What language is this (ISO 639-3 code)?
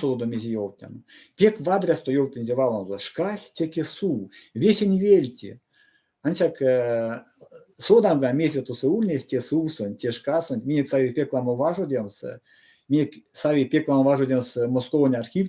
myv